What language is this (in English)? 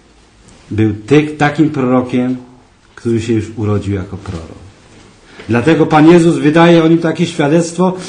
Polish